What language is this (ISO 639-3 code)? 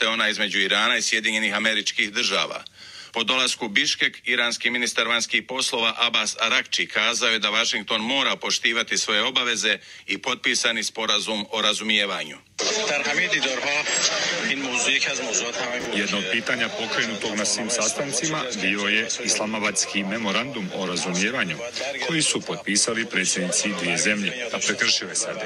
bos